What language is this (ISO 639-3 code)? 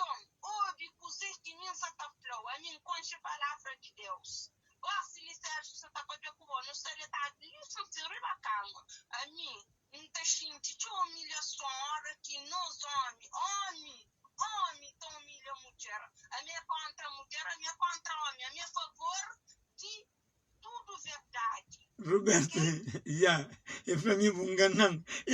kea